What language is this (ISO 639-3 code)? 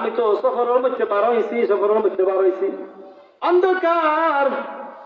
syl